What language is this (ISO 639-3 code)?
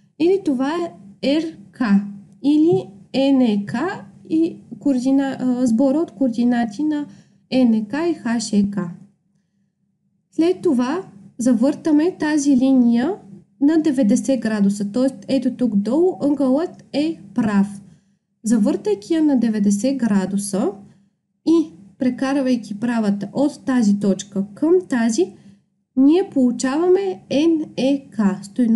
bul